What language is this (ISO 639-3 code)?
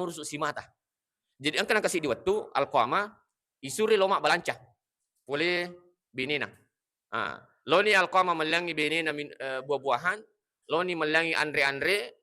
bug